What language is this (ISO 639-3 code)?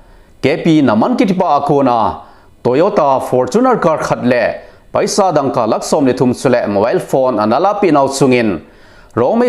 tcz